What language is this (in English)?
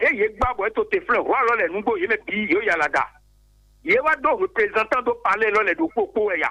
Fon